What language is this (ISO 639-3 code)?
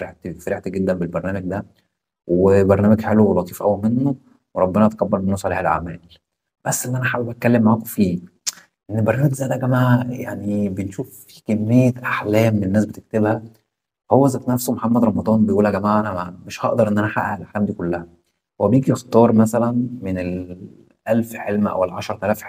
arz